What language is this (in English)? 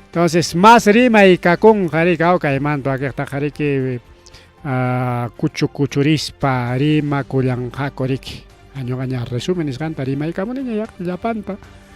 Ayacucho Quechua